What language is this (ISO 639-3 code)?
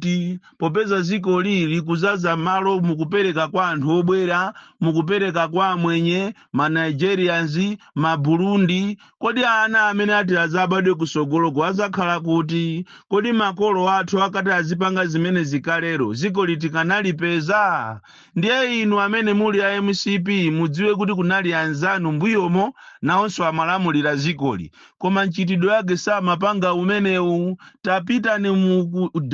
nya